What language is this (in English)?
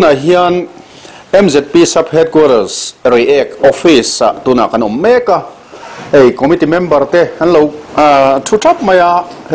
Mizo